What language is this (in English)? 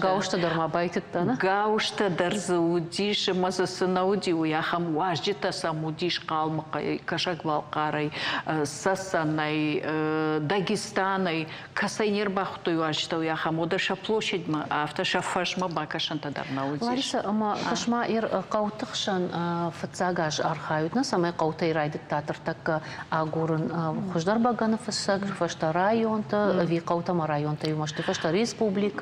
Ossetic